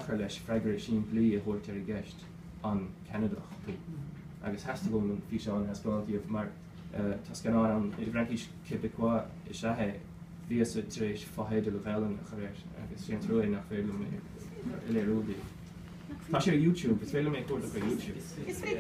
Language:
Irish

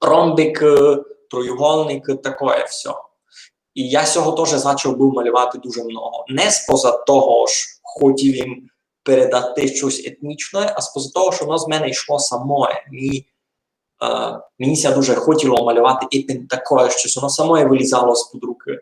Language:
Rusyn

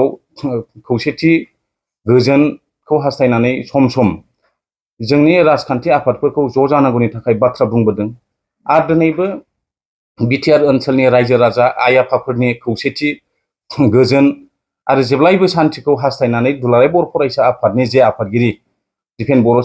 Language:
Bodo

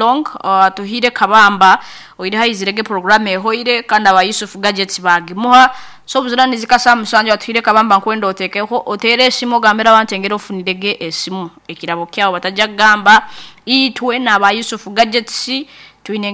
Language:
Nyankole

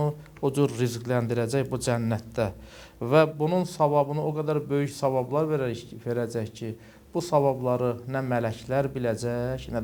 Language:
Azerbaijani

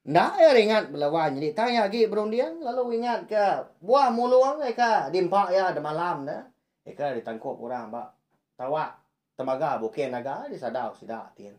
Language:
Iban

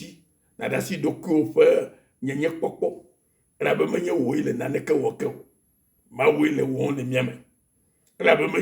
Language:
Ewe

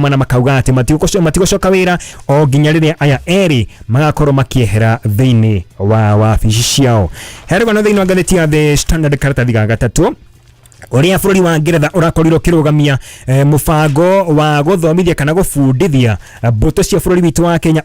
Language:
Kikuyu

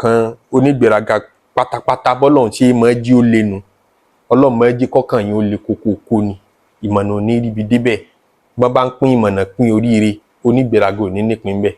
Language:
Yoruba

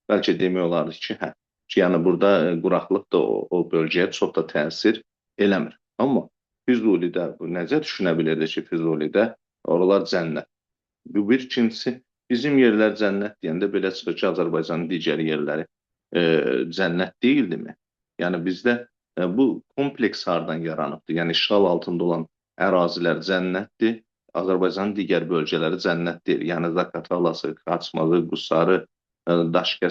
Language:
Azerbaijani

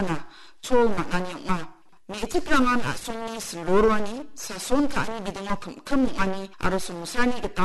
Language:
Garo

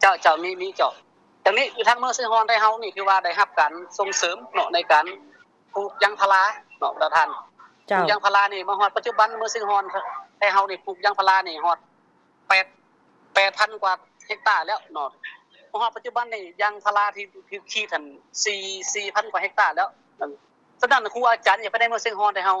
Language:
Lao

